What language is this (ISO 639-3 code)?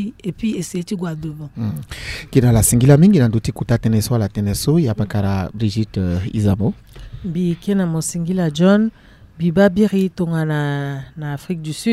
sag